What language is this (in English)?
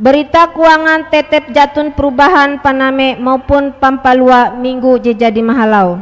Ngaju